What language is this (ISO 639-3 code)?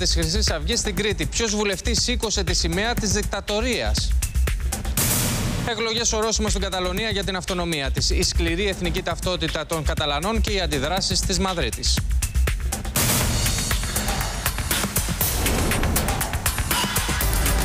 ell